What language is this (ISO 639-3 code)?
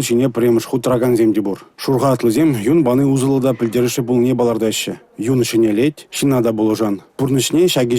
chv